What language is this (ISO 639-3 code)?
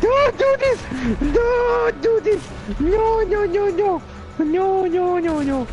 gsw